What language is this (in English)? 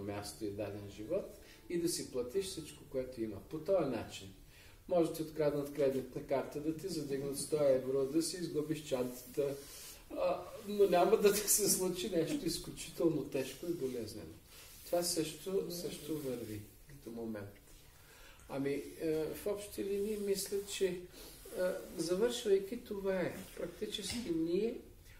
Bulgarian